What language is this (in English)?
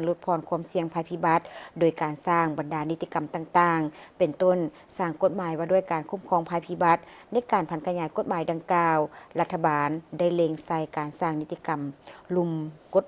Lao